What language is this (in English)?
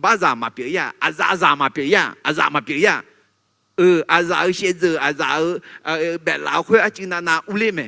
Akha